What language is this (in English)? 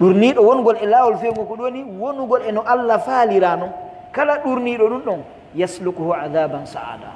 Pular